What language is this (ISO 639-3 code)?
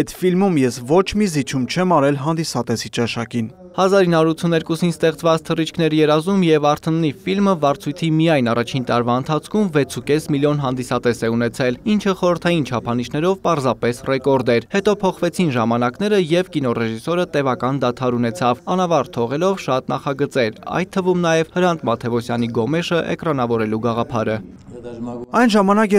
hye